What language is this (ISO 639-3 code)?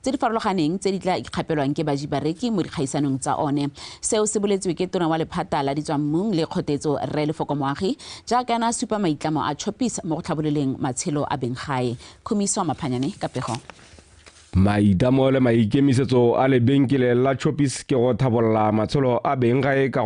tsn